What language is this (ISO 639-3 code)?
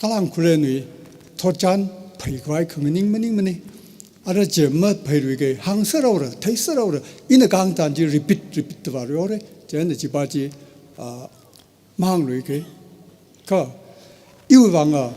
nmf